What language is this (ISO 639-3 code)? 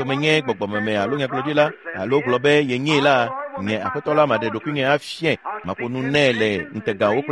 ewe